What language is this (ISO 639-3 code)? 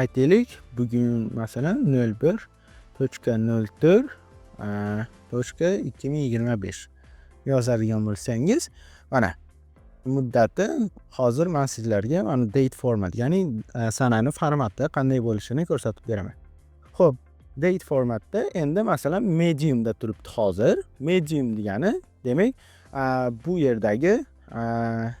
uzb